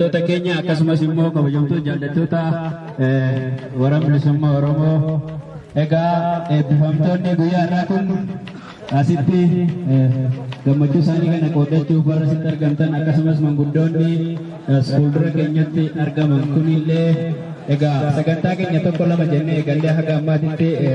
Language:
Oromo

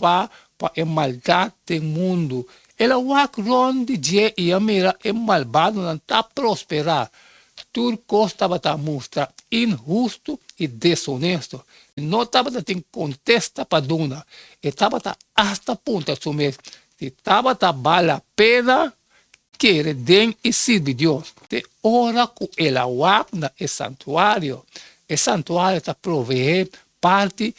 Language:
Papiamento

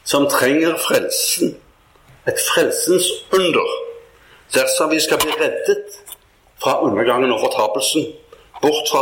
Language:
Norwegian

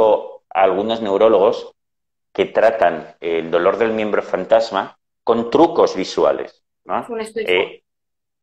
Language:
Spanish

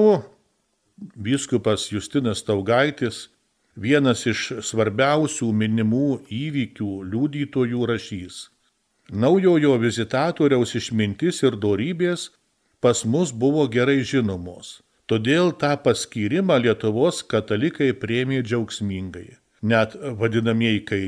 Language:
Lithuanian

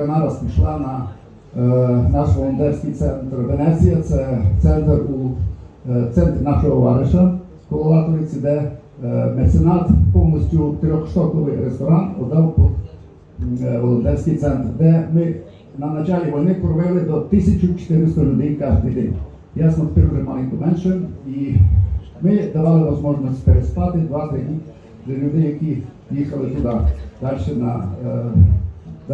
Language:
Rusyn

